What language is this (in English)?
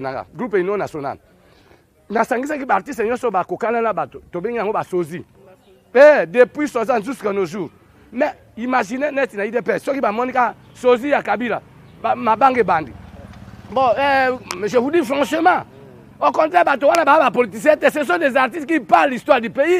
Lingala